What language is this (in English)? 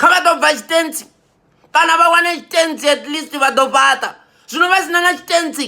Venda